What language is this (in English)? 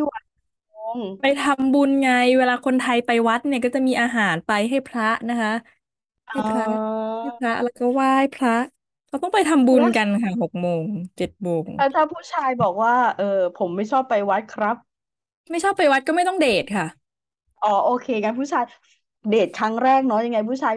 Thai